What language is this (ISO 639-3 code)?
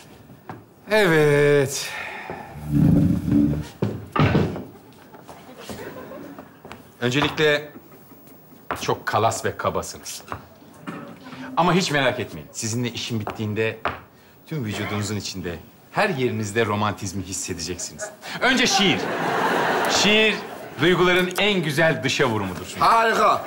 tur